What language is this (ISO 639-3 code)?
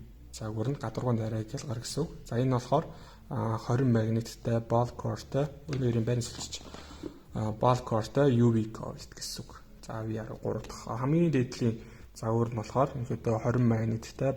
mon